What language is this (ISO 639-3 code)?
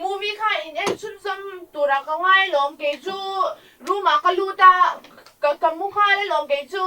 lus